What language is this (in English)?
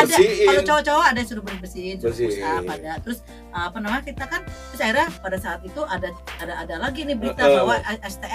Indonesian